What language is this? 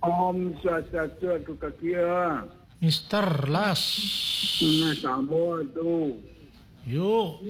Balinese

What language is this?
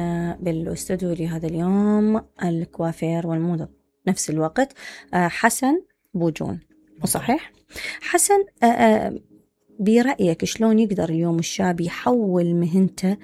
Mesopotamian Arabic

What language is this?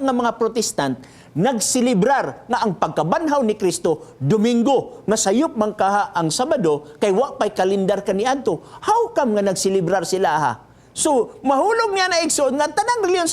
Cebuano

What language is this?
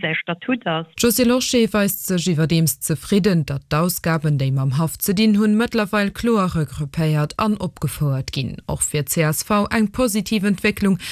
Luxembourgish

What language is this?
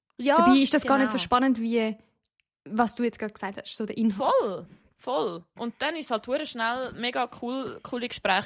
Swiss German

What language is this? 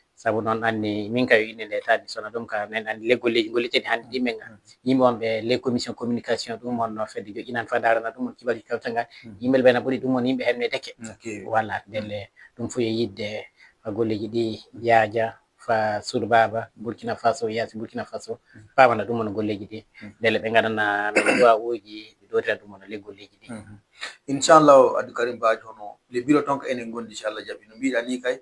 Fula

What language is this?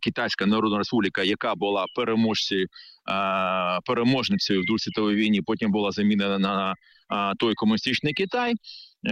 Ukrainian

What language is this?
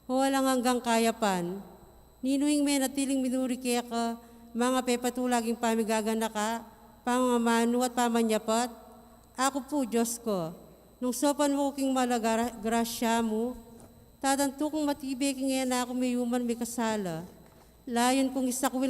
Pampanga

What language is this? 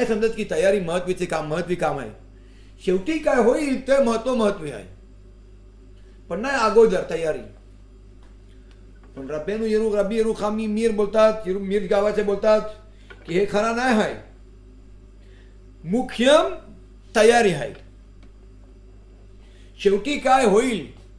Marathi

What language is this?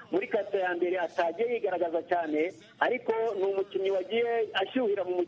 Kinyarwanda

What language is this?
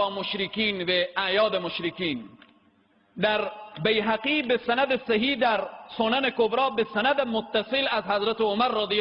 Persian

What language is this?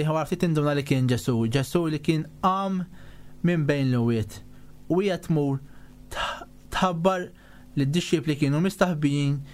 Maltese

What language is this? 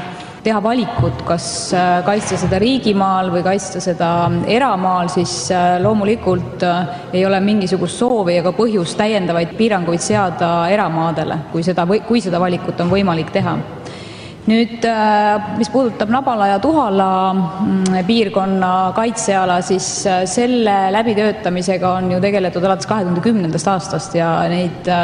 Estonian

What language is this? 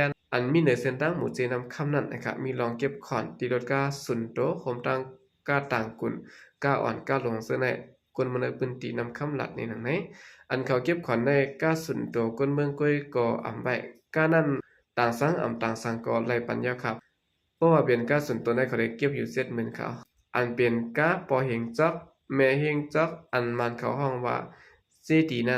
Shan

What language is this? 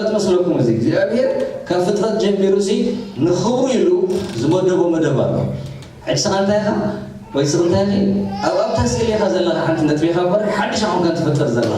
Tigrinya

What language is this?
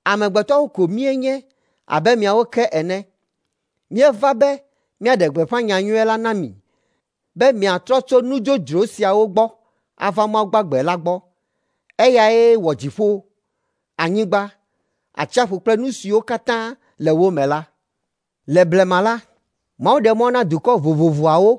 Ewe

